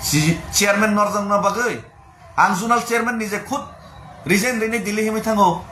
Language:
Kok Borok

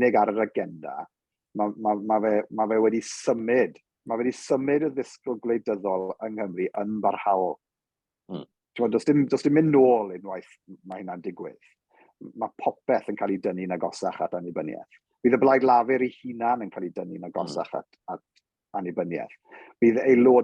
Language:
Welsh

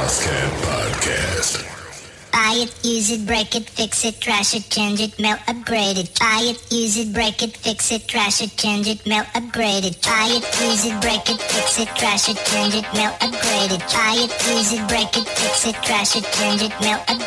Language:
English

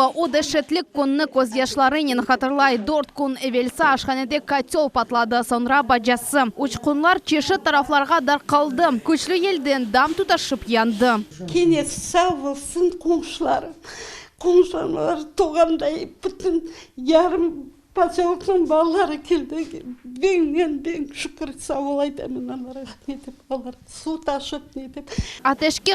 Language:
Crimean Tatar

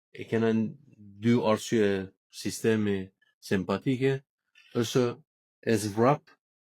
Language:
Albanian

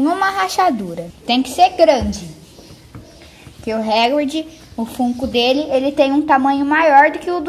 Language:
Portuguese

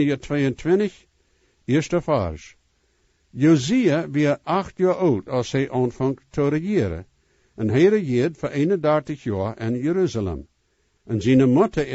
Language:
Plautdietsch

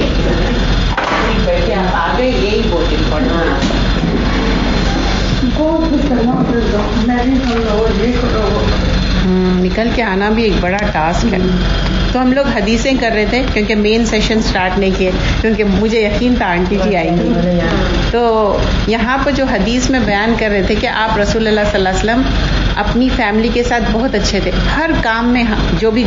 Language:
Urdu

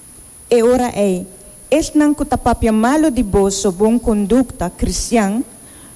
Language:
Papiamento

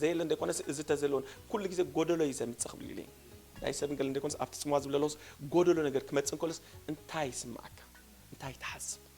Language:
Tigrinya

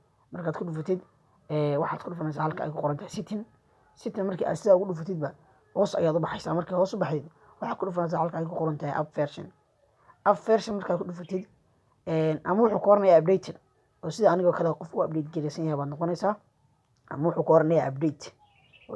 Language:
Somali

